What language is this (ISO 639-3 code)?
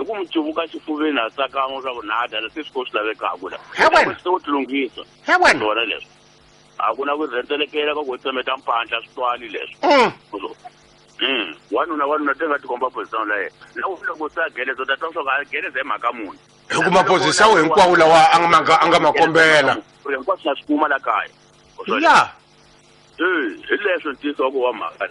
tso